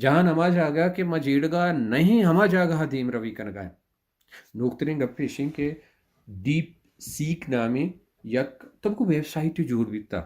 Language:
Baluchi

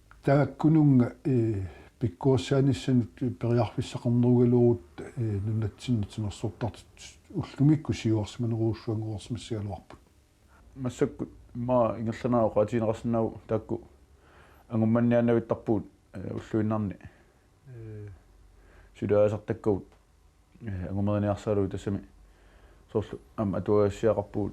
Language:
Kalaallisut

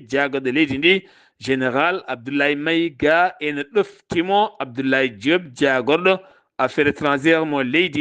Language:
Fula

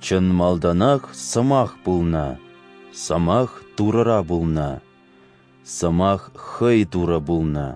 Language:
Chuvash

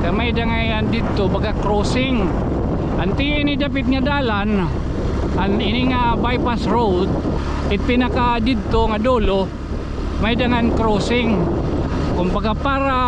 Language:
Waray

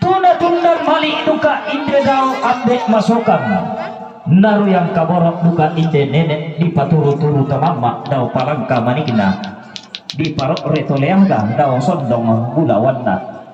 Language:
Toraja-Sa'dan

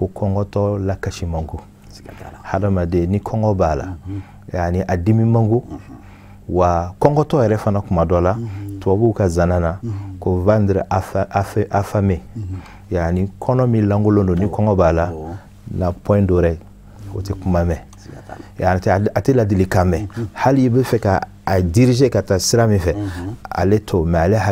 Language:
Bambara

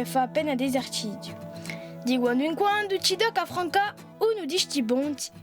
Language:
Corsican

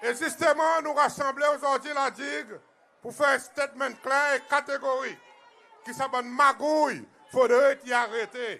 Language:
Seselwa Creole French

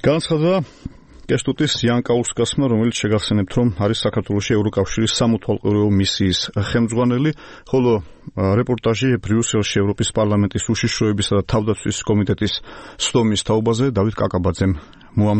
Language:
Georgian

